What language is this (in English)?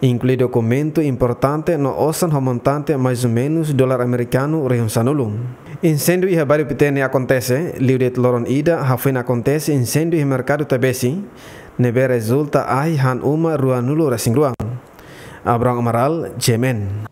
Tetum